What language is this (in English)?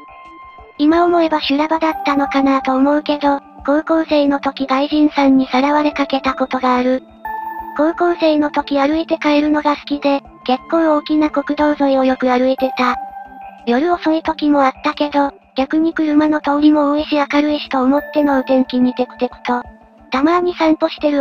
Japanese